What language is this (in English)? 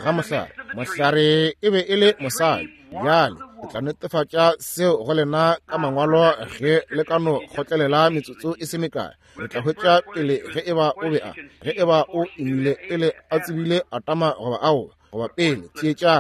Northern Sotho